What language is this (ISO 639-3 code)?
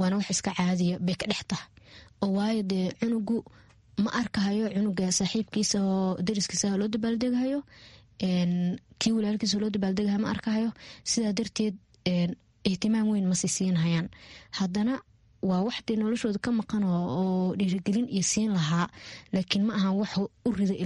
som